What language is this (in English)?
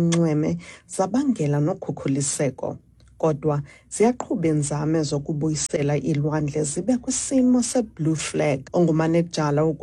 Xhosa